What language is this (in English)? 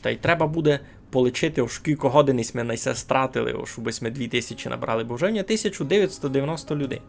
Rusyn